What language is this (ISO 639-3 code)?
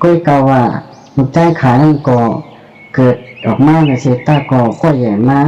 shn